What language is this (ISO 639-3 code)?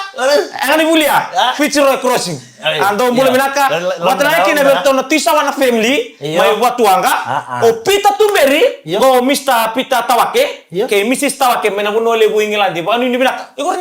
fij